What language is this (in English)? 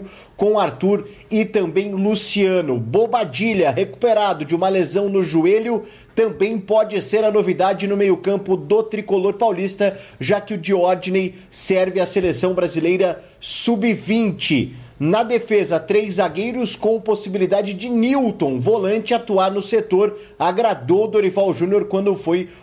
Portuguese